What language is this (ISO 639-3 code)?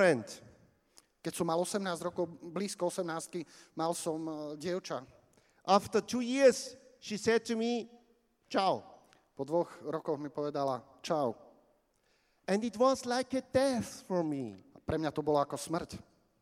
slk